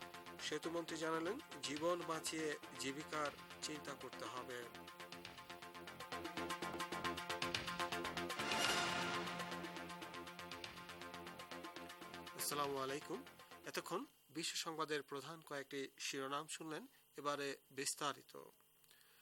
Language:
Bangla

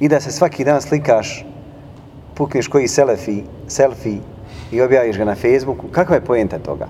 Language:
Bosnian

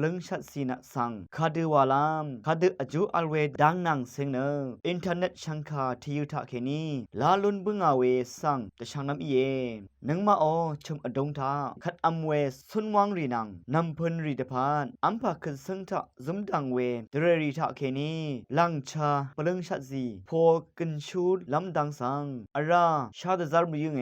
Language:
Rawang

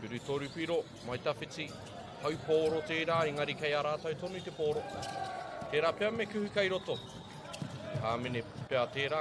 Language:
Māori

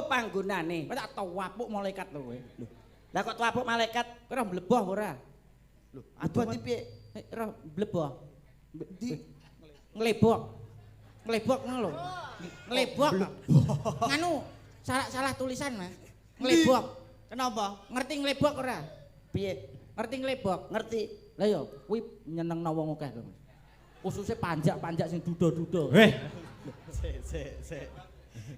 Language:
Javanese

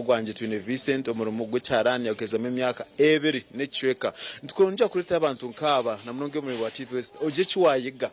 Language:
Nyankole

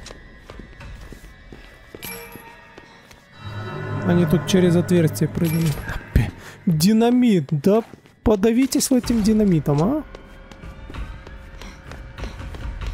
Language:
Russian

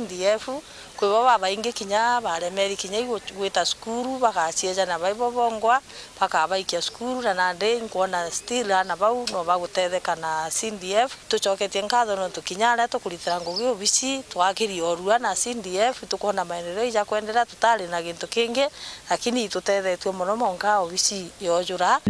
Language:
Meru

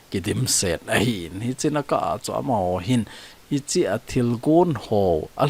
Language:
Thado Chin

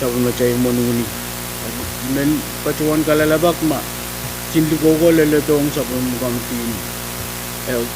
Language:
Pohnpeian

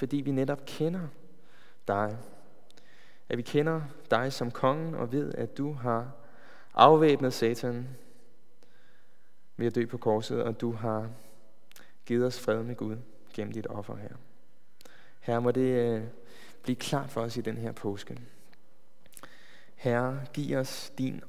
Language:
Danish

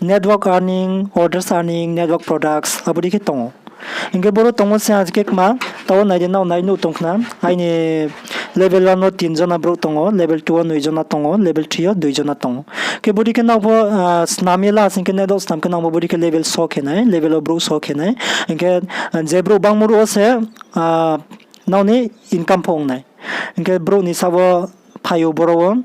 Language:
Riang (India)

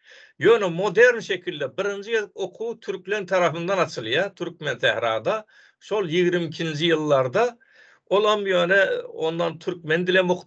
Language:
Turkmen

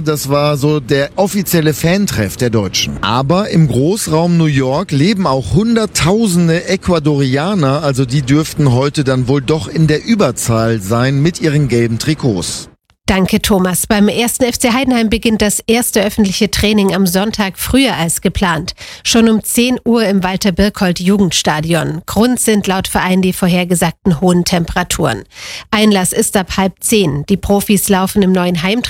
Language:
German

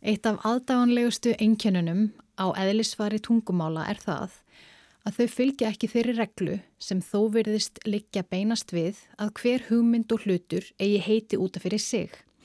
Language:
Icelandic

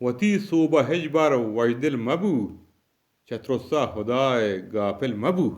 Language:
Eastern Balochi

